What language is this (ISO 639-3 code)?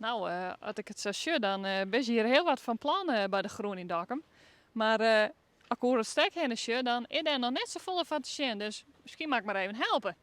fry